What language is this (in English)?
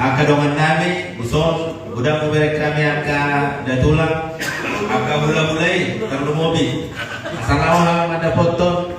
Batak Toba